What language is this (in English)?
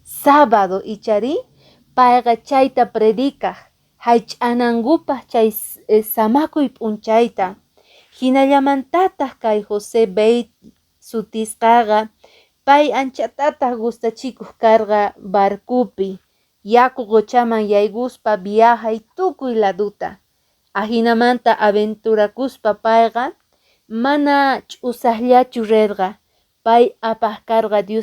Quechua